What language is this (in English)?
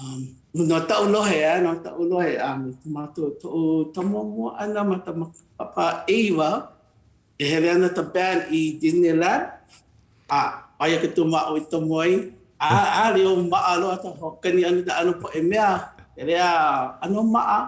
Hawaiian